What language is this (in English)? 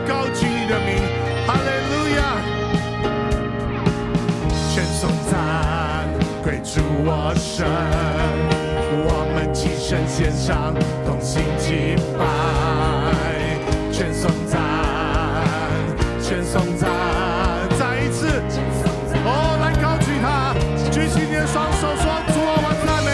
Chinese